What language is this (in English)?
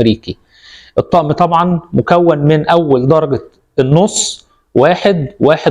Egyptian Arabic